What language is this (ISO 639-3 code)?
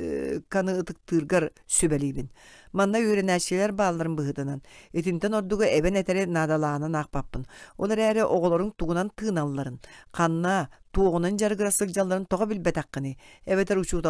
sah